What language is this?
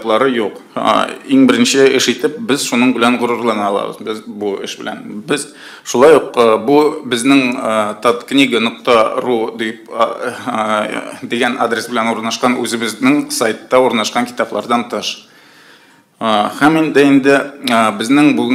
Tatar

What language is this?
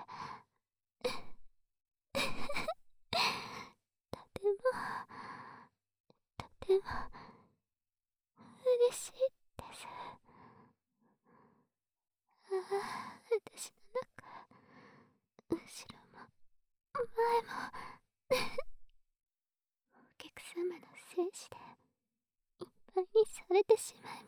Japanese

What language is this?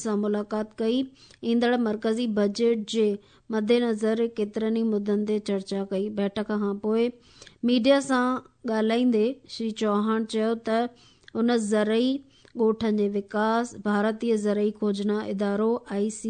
Sindhi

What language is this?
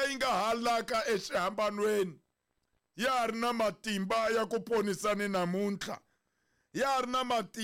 Tsonga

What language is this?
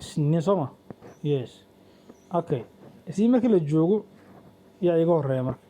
Somali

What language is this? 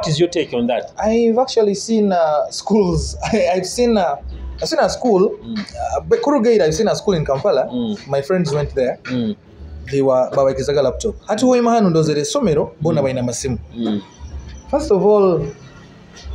Nyoro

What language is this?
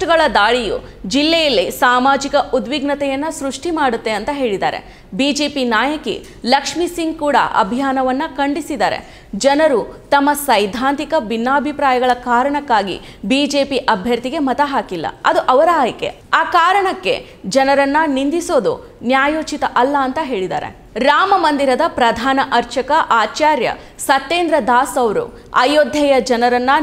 Kannada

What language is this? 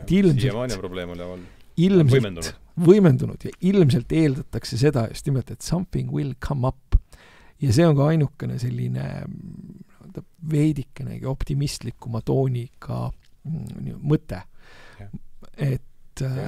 Estonian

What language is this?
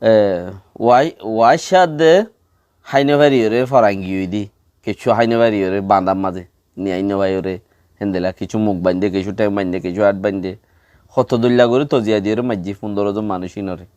Rohingya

